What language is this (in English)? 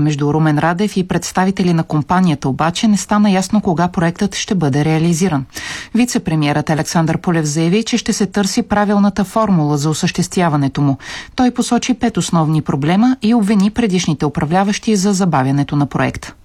Bulgarian